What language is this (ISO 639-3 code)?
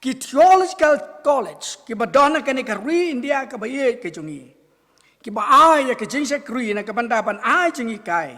kha